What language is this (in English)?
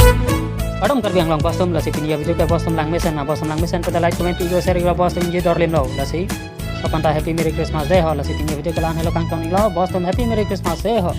Karbi